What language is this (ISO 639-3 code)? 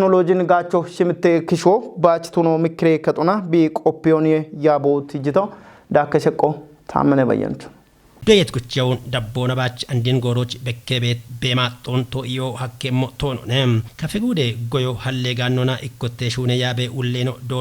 kbr